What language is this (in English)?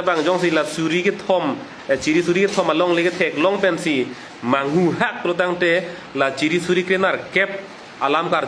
Karbi